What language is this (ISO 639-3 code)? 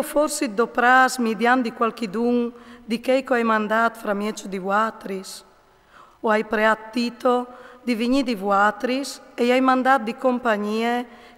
fur